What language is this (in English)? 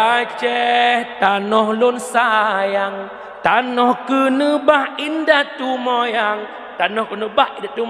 Achinese